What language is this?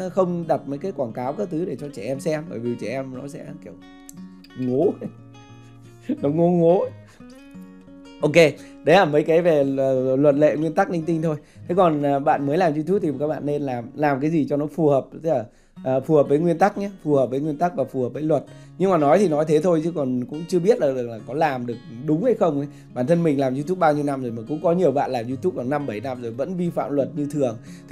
Vietnamese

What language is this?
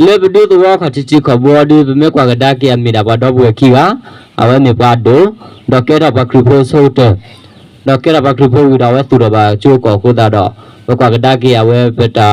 S'gaw Karen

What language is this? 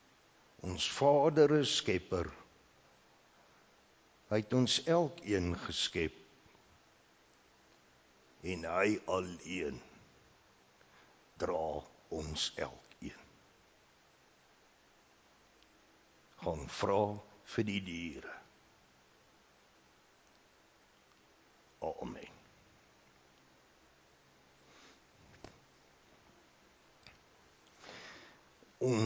Afrikaans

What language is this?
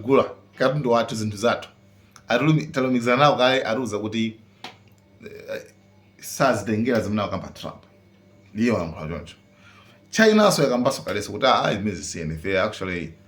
Nyanja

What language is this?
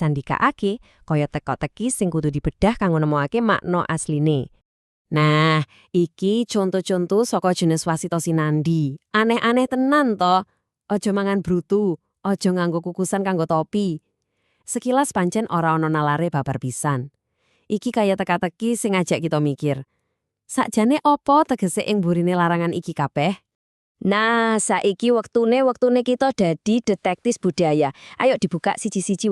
Javanese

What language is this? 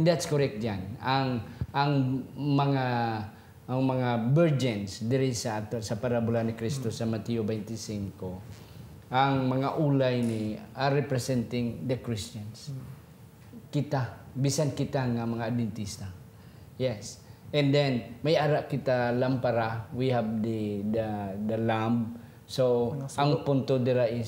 Hiligaynon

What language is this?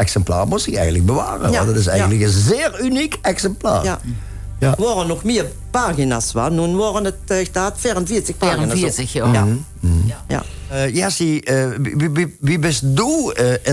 Limburgish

